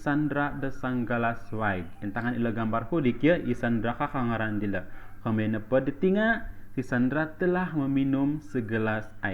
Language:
Central Dusun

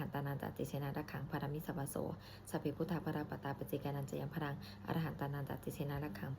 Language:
Pali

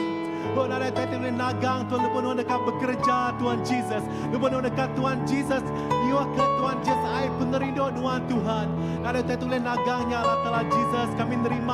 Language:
Iban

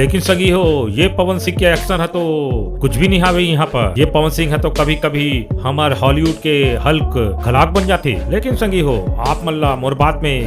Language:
Chhattisgarhi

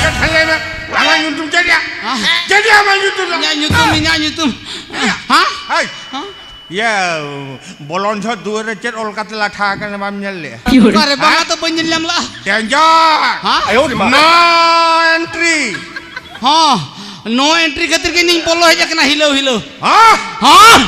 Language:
Santali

